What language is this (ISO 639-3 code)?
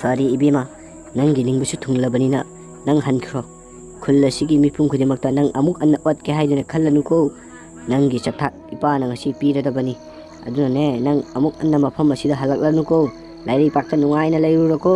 mni